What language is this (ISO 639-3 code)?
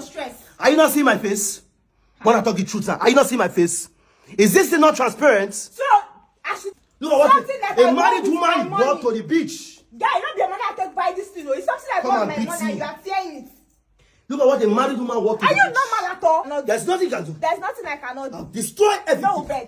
pcm